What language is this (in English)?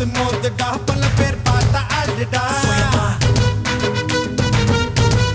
Tamil